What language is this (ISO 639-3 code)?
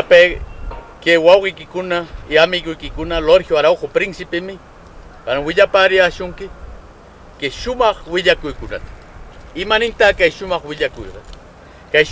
qxo